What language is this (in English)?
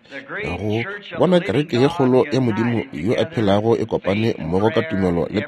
Northern Sotho